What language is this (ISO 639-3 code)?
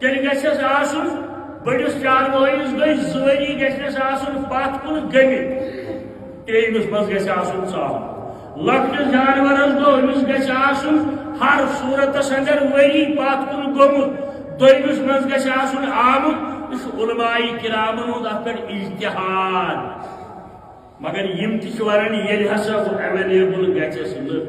kas